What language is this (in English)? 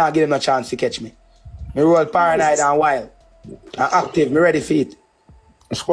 Jamaican Creole English